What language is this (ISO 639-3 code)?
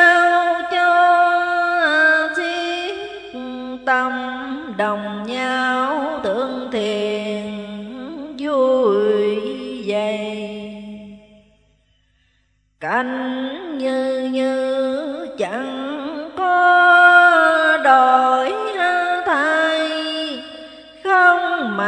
vie